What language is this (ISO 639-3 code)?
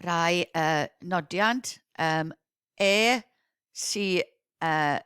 cym